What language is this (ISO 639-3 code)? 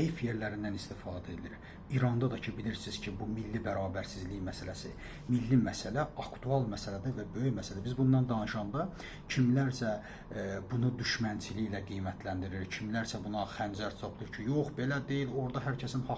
aze